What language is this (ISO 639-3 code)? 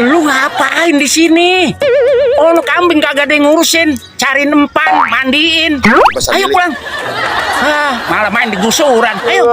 bew